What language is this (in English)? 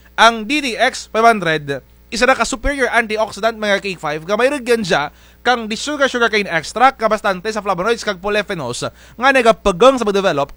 Kinaray-a